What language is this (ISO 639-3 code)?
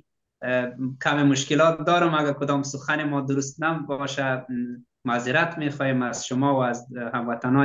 fas